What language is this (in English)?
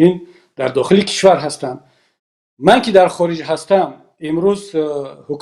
Tajik